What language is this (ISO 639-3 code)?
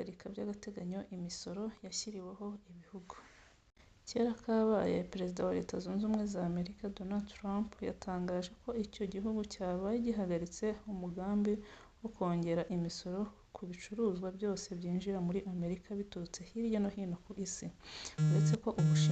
kin